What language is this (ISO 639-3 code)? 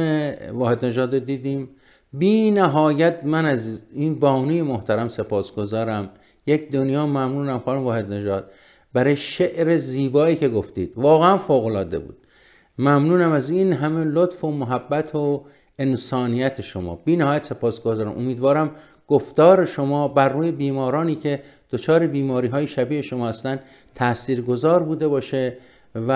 fas